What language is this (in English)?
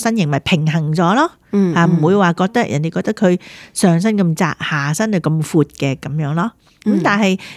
Cantonese